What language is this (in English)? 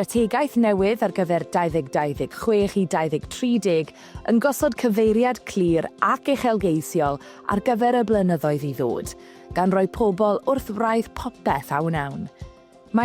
Welsh